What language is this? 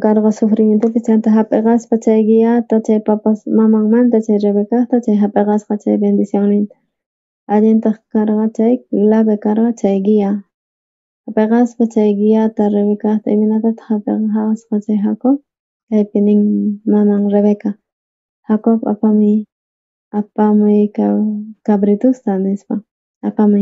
South Bolivian Quechua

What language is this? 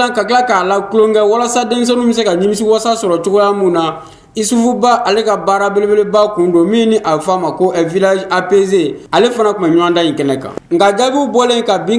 Bambara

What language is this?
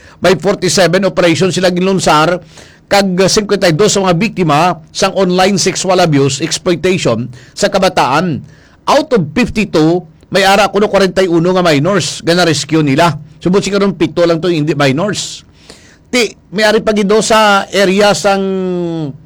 Hiligaynon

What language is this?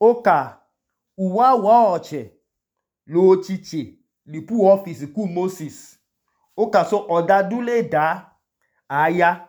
Idoma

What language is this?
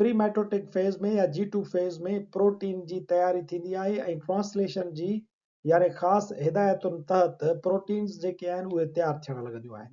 Sindhi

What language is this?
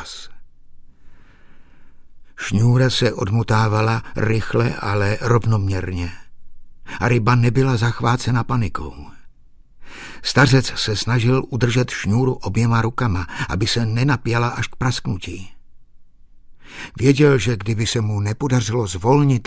Czech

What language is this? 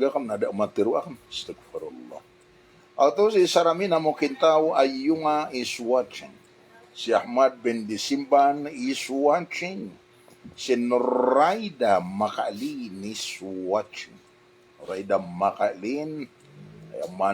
Maranao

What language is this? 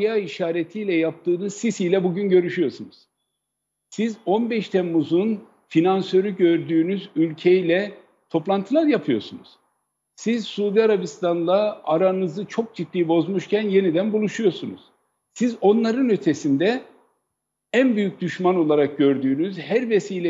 Turkish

